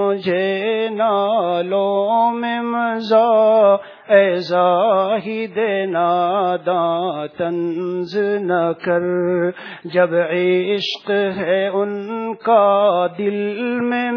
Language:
Urdu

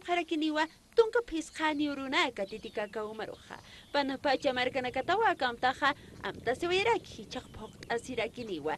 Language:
Aymara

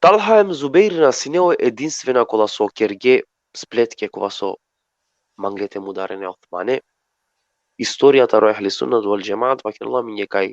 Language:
Balkan Romani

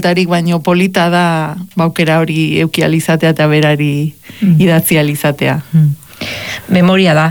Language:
Basque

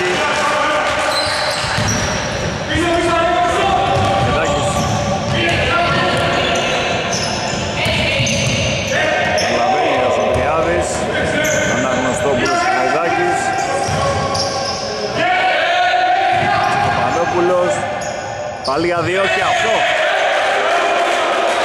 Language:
Greek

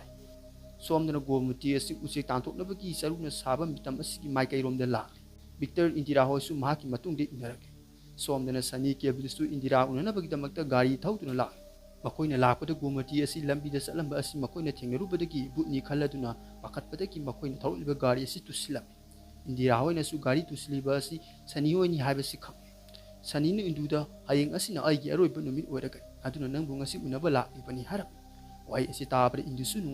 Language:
Manipuri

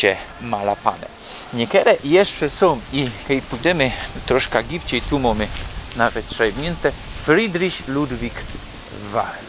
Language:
Silesian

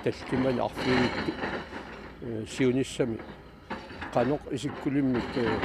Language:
Kalaallisut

